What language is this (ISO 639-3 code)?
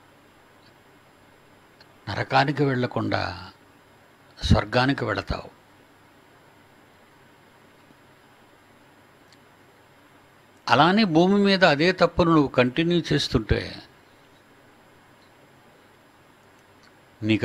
tel